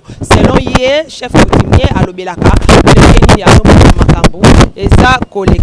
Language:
Lingala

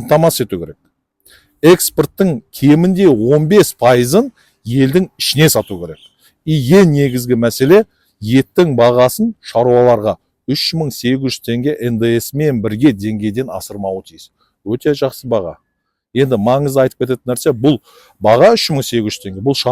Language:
Kazakh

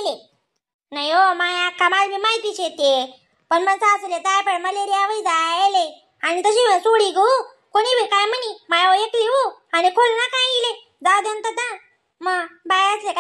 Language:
Khandesi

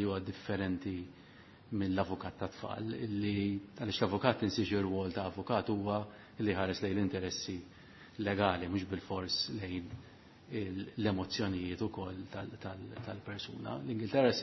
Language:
Maltese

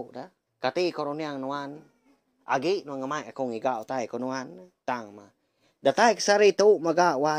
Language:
Iban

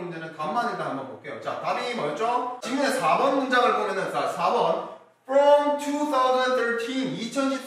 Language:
Korean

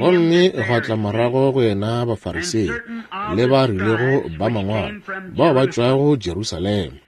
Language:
Northern Sotho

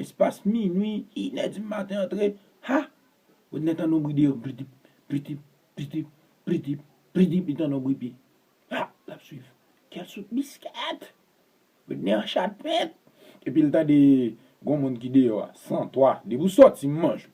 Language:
Haitian Creole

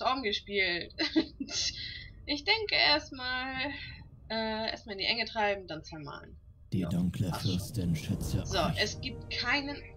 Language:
German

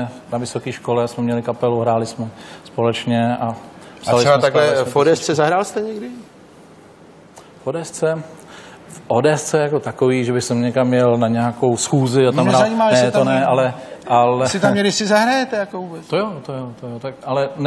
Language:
Czech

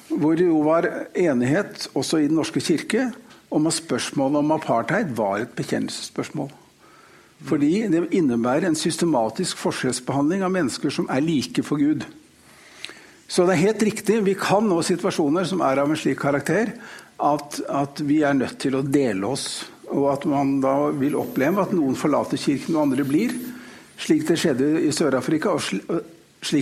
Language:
Norwegian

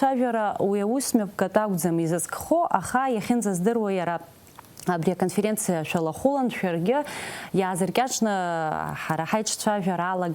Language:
Abkhazian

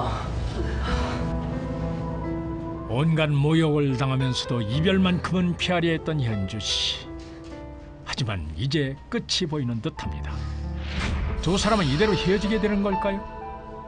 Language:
Korean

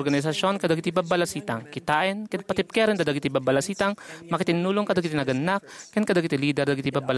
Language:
Iloko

